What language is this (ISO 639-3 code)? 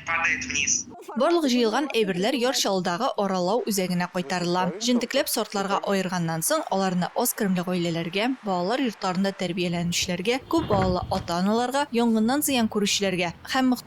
tat